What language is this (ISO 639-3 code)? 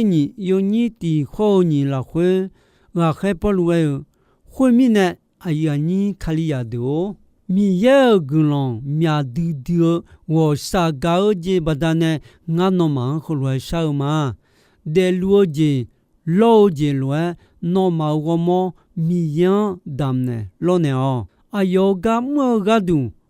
ahk